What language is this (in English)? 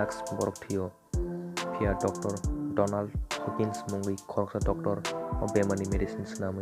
Kok Borok